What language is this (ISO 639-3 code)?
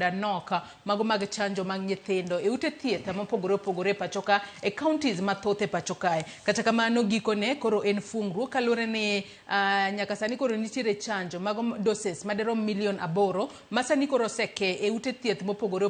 luo